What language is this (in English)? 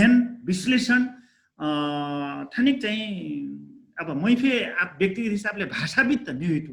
Dangaura Tharu